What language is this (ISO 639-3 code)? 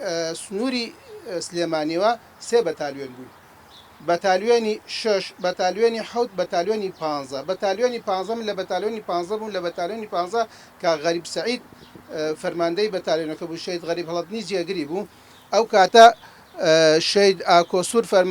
ckb